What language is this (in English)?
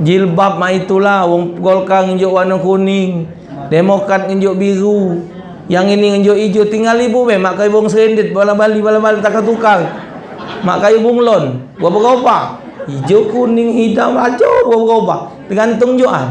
Musi